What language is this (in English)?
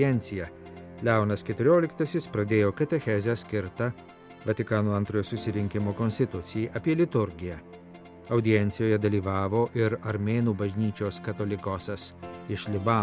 Lithuanian